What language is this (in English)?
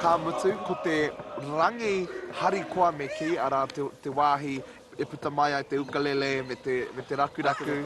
Māori